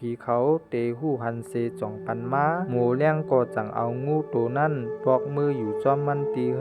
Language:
Shan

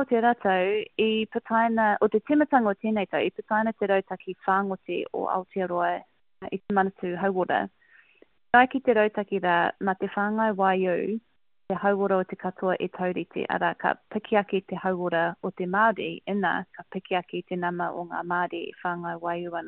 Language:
Māori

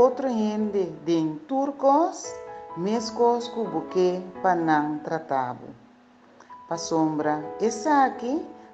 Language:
Papiamento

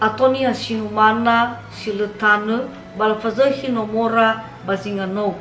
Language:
Nias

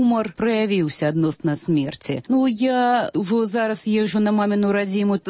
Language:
Belarusian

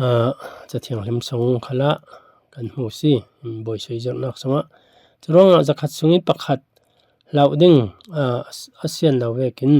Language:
Falam Chin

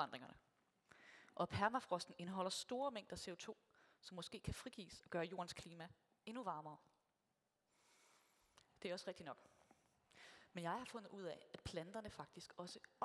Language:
Danish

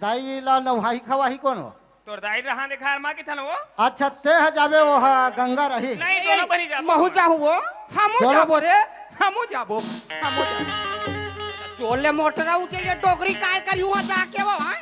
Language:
Chhattisgarhi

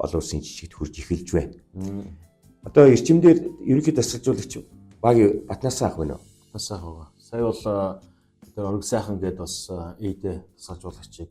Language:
Mongolian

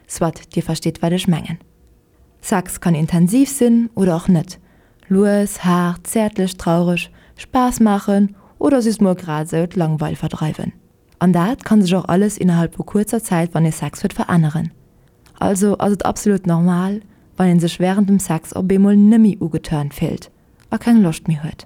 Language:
Luxembourgish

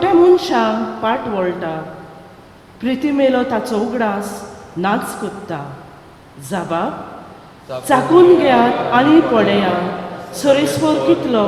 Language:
Konkani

